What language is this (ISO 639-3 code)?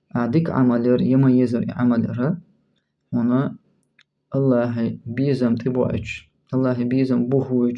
che